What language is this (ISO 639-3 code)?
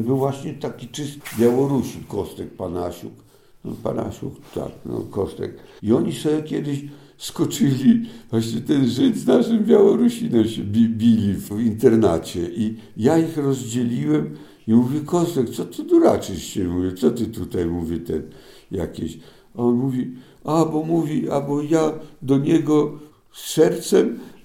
pol